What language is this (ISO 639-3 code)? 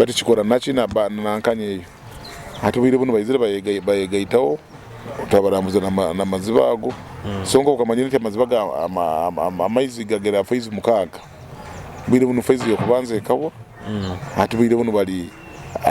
nyo